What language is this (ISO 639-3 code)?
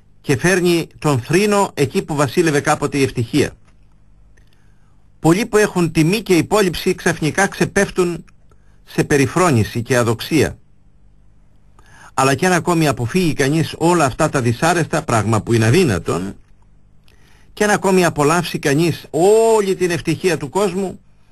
ell